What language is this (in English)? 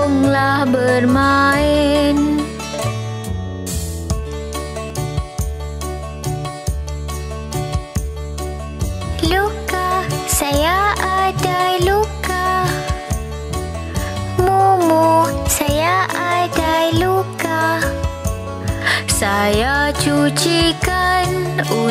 Malay